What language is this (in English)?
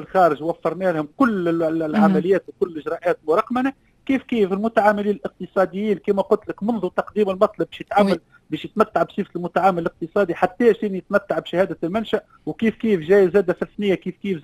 Tunisian Arabic